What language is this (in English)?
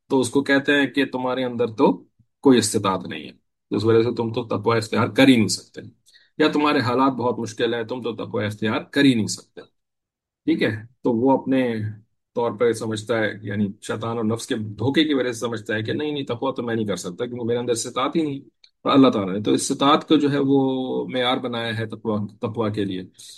Urdu